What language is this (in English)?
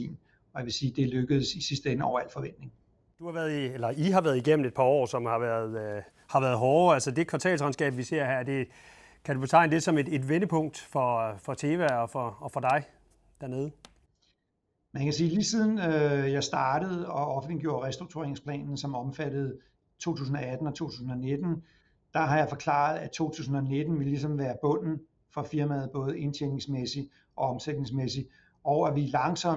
Danish